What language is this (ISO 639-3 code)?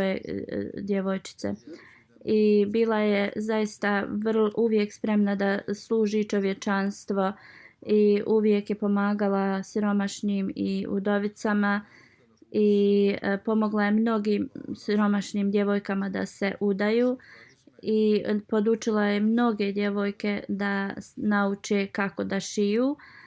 bos